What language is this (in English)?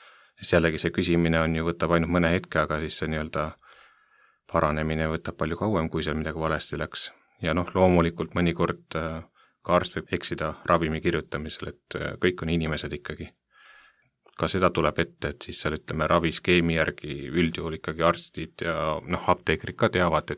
Estonian